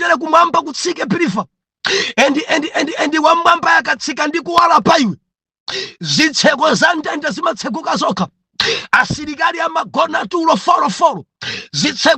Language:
Nyanja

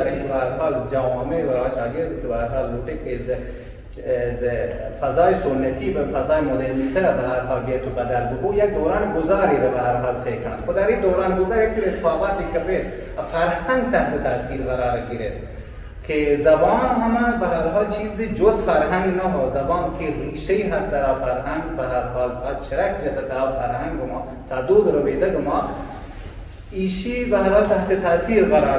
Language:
Persian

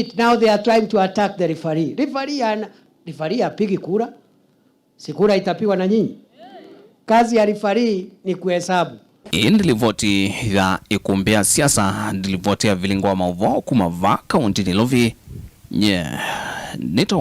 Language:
Kamba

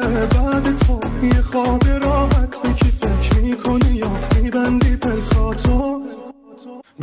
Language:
Persian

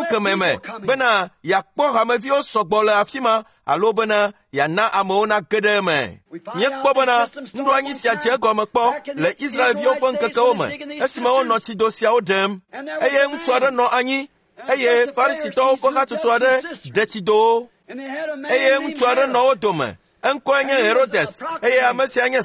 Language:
Ewe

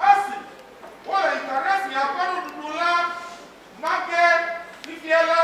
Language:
Ewe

